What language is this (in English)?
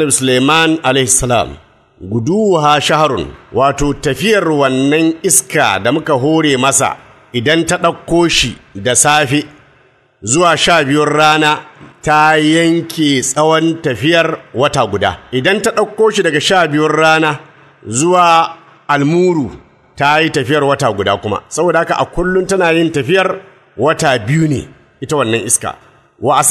Hausa